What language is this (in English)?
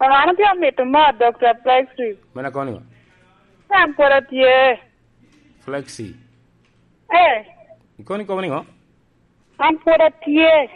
Lango (Uganda)